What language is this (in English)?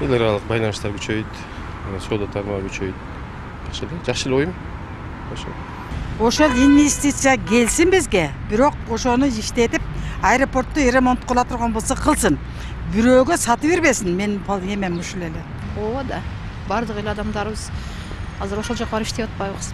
Kyrgyz